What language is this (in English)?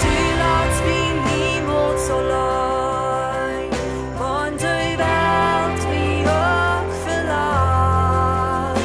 Plautdietsch